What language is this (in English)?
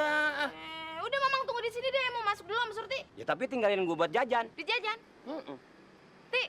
Betawi